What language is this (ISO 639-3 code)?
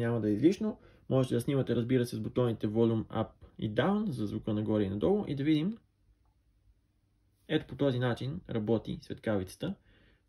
bul